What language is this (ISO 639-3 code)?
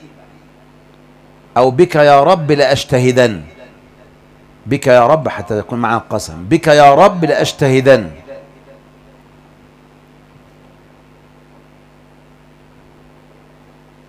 ara